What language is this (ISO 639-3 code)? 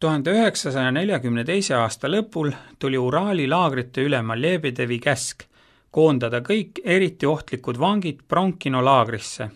est